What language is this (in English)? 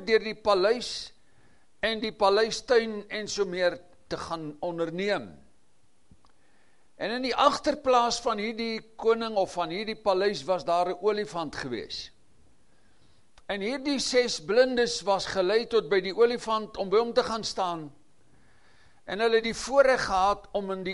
Afrikaans